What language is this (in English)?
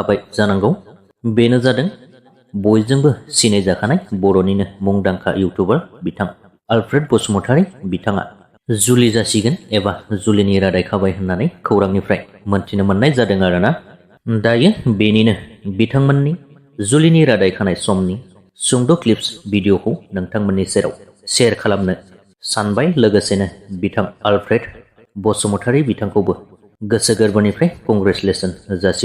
Bodo